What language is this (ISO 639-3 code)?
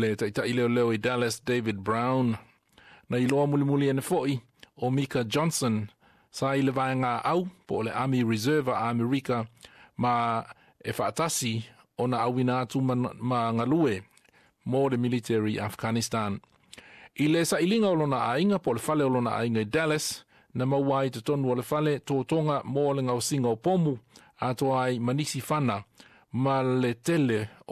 smo